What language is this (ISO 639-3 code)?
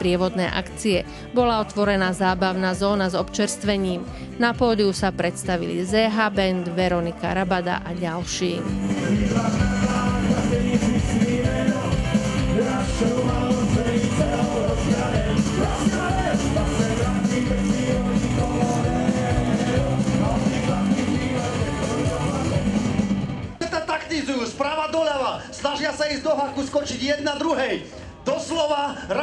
slk